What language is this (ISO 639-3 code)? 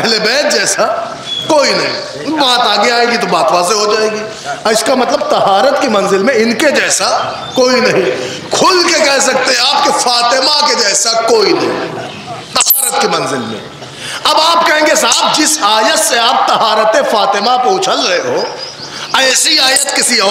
urd